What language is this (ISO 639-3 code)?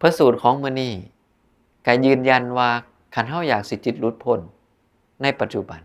tts